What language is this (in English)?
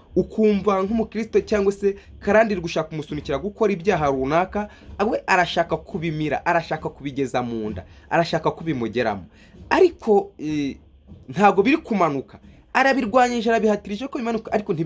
Kinyarwanda